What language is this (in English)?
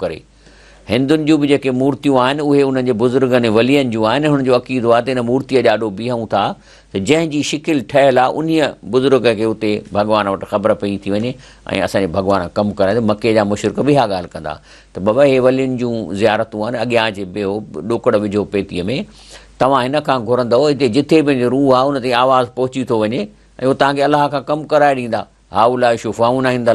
Sindhi